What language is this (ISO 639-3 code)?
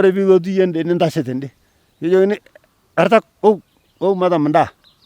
mas